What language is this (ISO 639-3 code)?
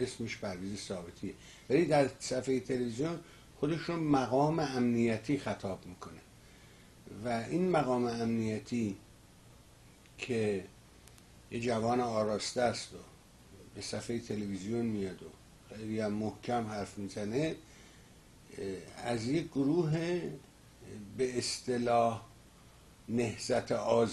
fas